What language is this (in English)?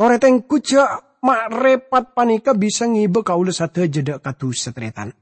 Madurese